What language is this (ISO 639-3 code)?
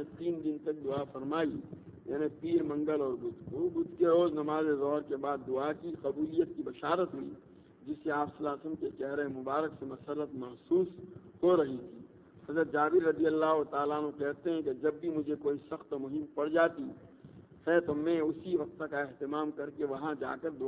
urd